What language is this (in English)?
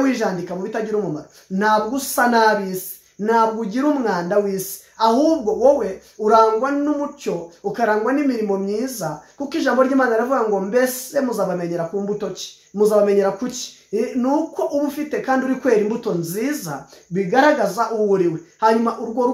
Kinyarwanda